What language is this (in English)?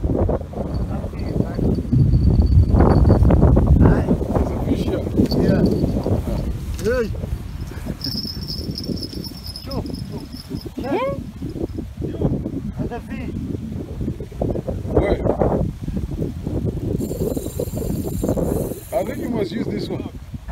English